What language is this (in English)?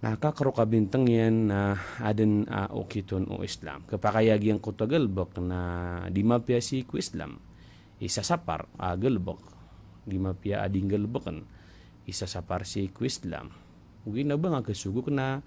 Maranao